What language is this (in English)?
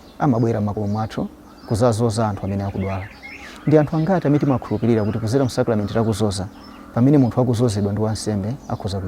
Nyanja